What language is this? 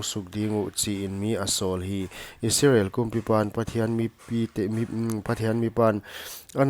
Paite Chin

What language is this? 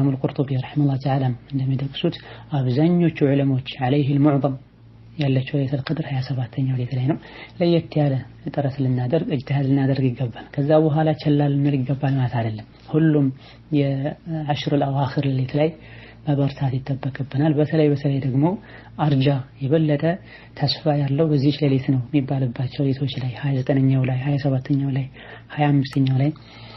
Amharic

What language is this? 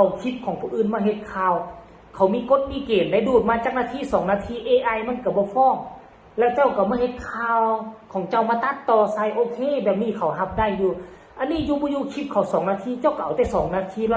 Northeastern Thai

